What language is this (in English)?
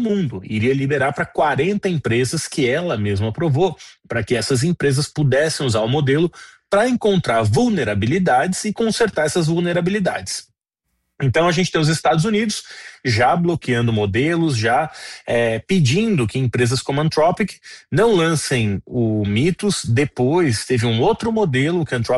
Portuguese